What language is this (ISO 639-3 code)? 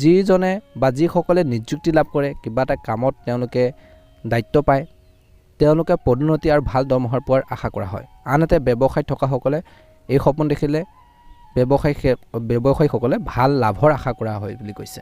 asm